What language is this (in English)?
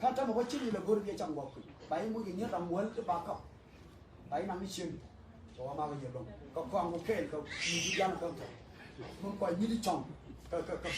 Nuer